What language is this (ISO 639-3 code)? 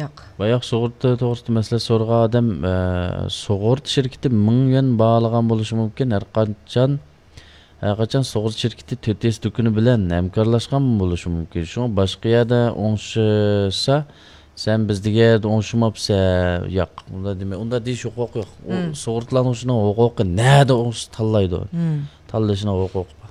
uig